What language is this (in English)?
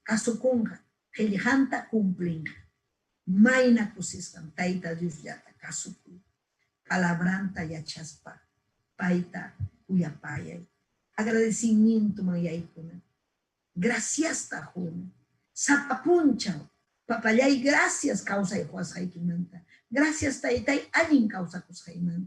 Ayacucho Quechua